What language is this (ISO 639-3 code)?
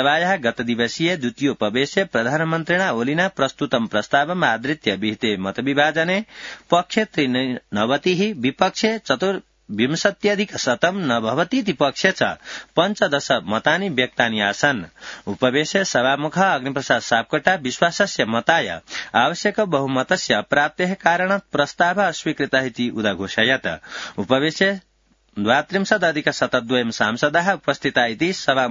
san